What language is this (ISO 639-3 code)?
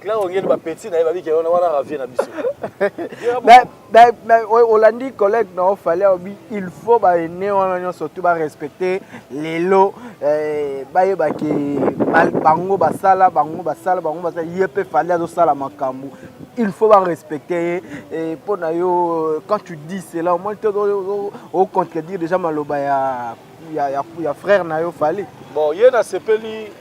lin